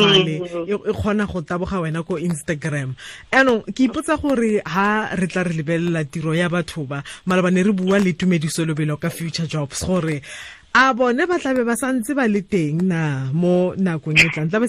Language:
Tswana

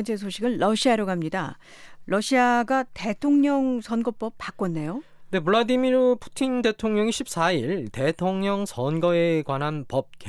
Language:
Korean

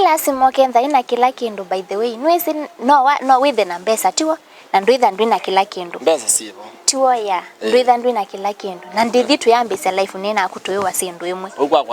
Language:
Kamba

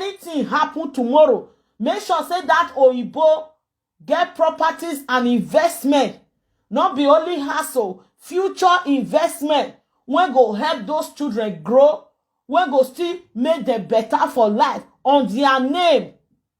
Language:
Nigerian Pidgin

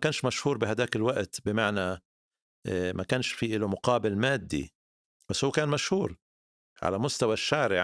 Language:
North Levantine Arabic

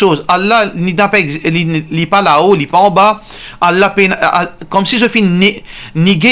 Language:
Morisyen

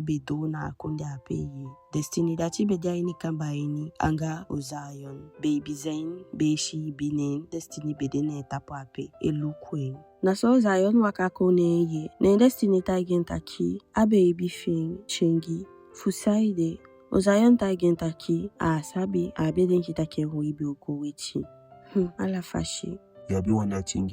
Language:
Eastern Maroon Creole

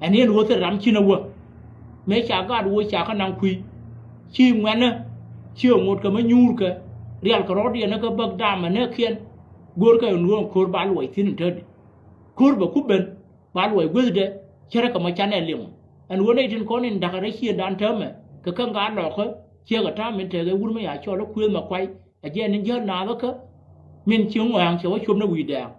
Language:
Nuer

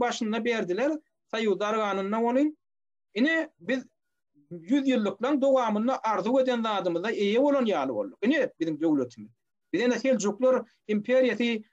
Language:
Turkmen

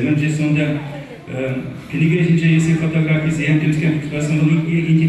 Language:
Chuvash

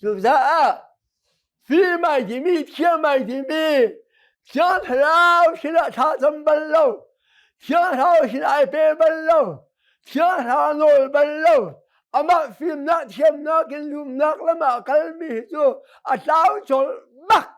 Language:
Hakha Chin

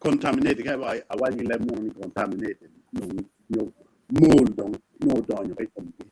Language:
Acoli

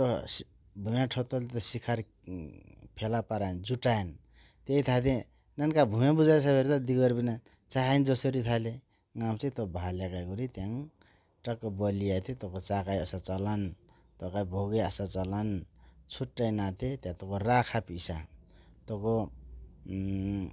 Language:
Nepali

